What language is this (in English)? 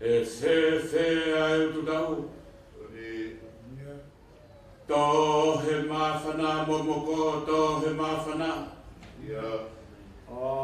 Tongan